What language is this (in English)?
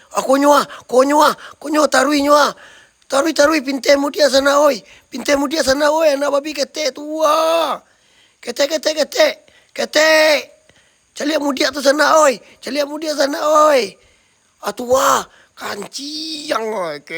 Minangkabau